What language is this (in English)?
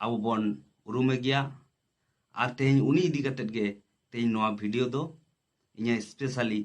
Santali